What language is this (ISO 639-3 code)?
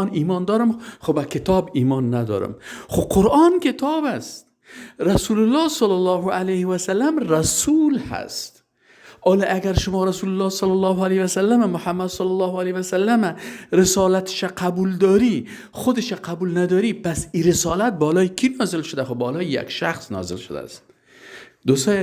fas